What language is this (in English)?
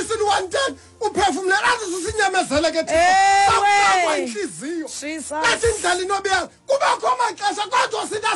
Xhosa